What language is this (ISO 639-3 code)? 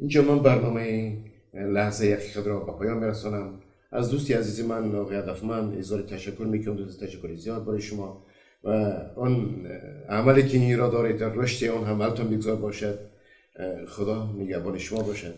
tgk